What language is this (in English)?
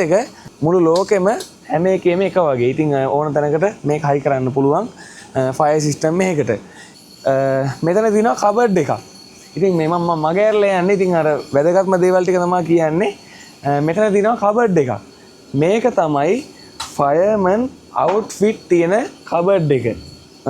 Sinhala